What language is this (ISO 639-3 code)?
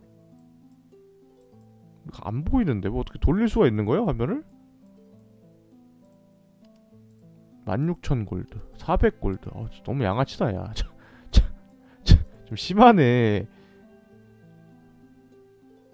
kor